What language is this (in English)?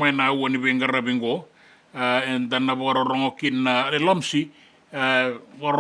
Fijian